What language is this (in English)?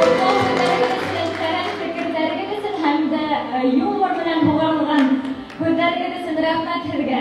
Bashkir